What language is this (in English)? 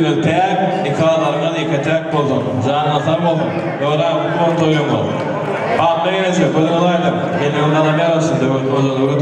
Turkmen